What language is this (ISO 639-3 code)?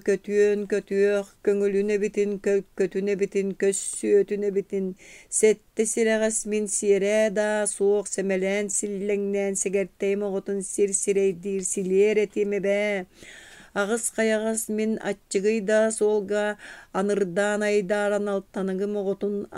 sah